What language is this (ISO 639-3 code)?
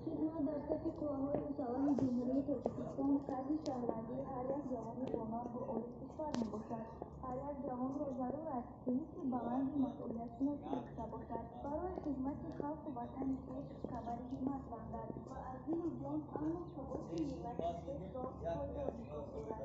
tgk